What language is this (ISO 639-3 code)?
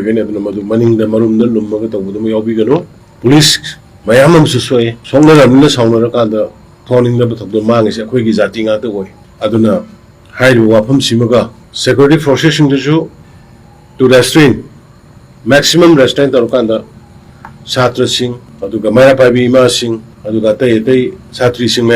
mni